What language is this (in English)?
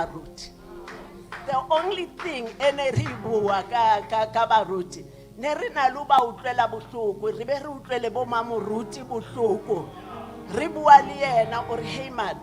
Southern Sotho